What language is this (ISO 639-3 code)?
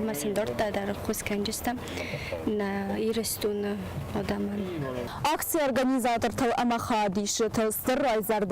oss